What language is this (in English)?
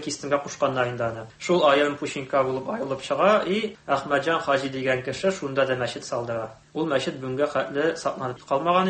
Tatar